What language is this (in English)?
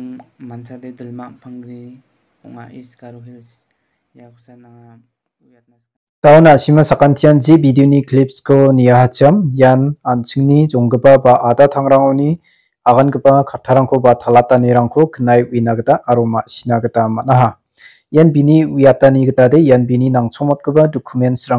Garo